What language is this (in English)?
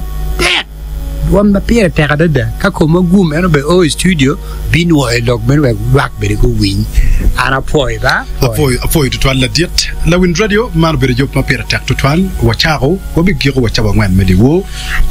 Acoli